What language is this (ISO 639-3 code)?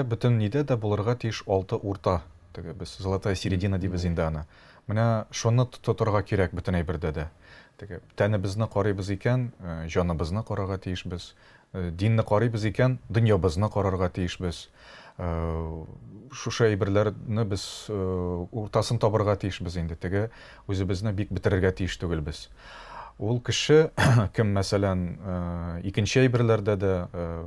tat